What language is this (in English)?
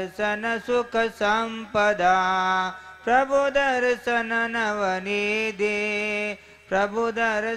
Gujarati